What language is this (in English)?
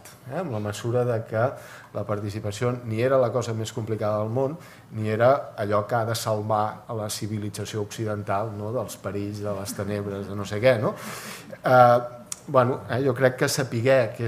Catalan